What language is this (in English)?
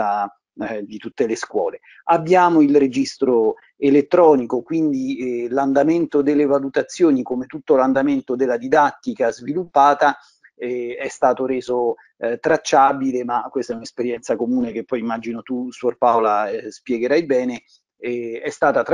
Italian